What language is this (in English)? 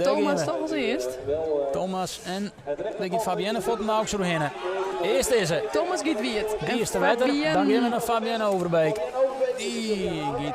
Western Frisian